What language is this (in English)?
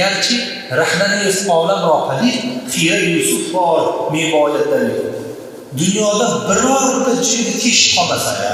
Uzbek